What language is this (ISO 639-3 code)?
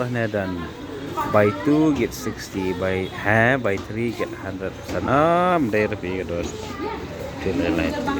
kha